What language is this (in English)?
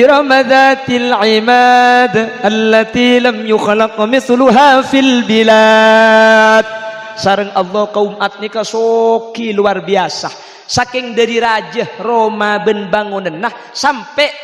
Madurese